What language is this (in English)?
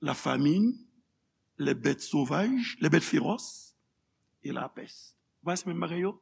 Haitian Creole